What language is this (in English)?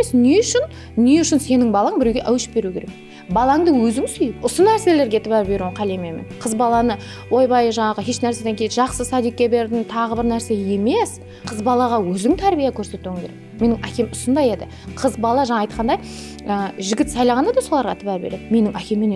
Kara-Kalpak